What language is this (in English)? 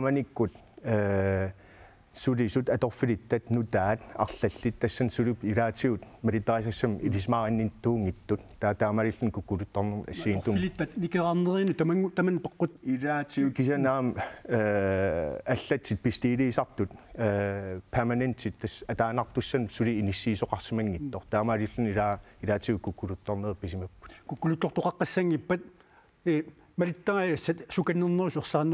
Kalaallisut